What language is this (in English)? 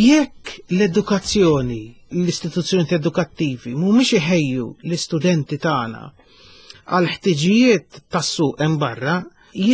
Maltese